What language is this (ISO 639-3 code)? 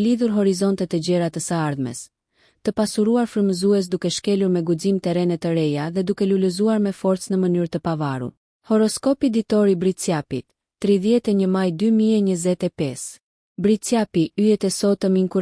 sqi